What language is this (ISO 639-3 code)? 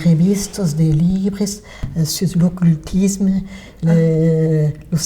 oci